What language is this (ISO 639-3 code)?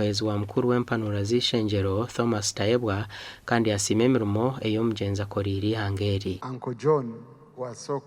nyn